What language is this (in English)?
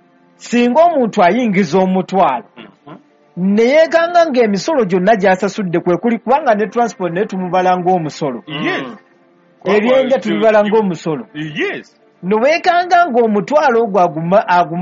Ganda